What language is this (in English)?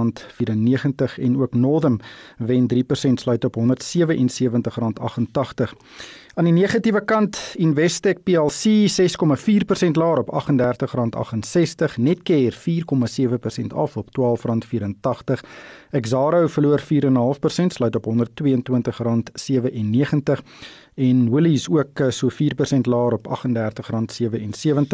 Afrikaans